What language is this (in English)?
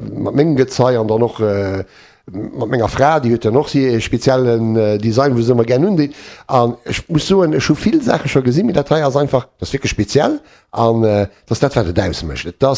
Luxembourgish